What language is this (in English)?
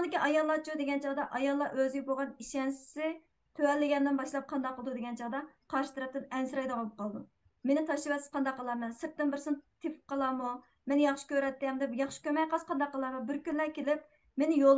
Uyghur